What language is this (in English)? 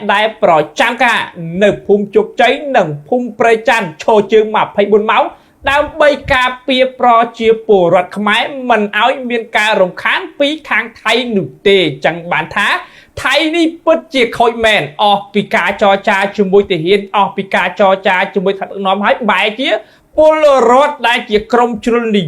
Khmer